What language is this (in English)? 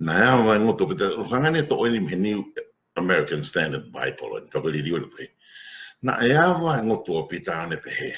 Tongan